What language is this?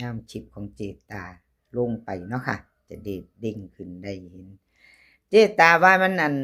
Northeastern Thai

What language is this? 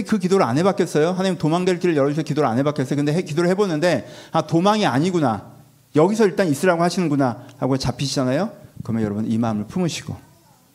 Korean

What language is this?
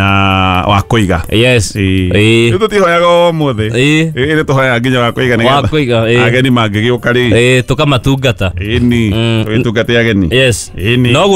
Kikuyu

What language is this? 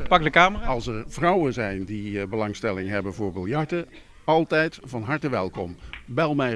Dutch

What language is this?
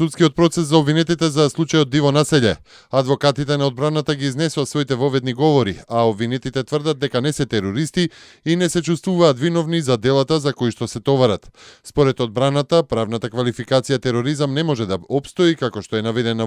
Macedonian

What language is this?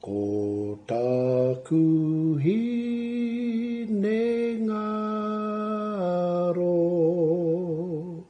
Māori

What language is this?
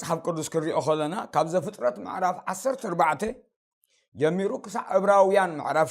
Tigrinya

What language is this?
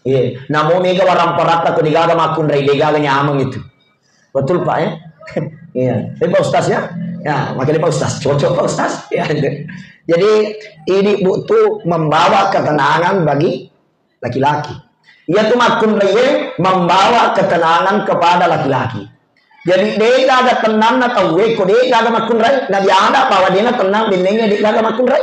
Buginese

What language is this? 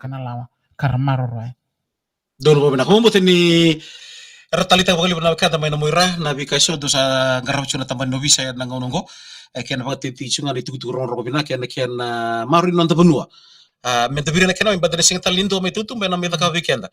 Fijian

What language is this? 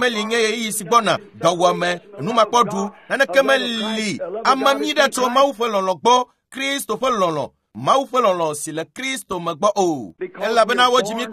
Ewe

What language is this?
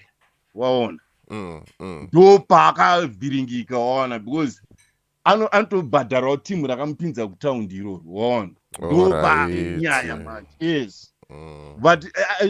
Shona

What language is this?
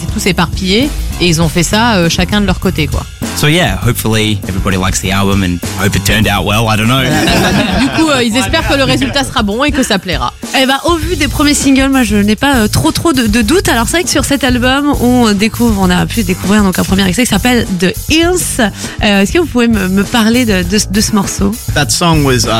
French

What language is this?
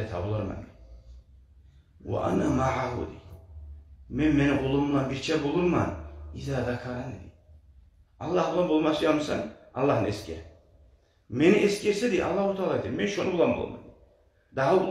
Kumyk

